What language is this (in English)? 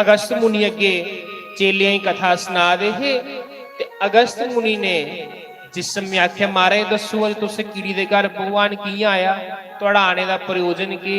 Dogri